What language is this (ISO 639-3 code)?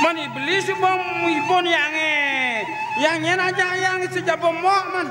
ban